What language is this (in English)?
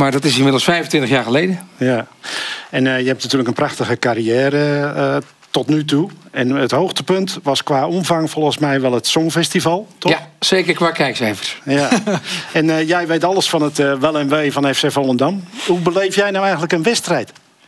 Dutch